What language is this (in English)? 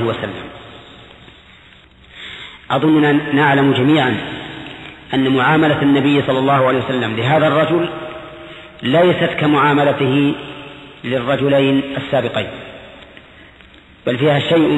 Arabic